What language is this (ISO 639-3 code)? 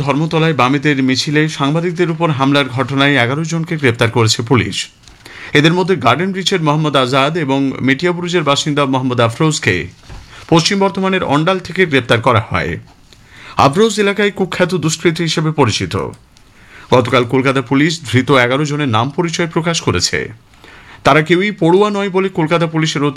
ben